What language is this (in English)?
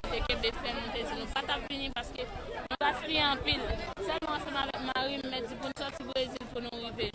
Haitian Creole